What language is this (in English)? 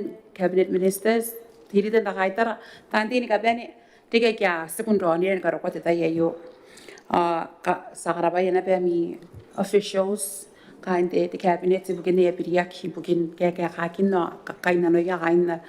Gilbertese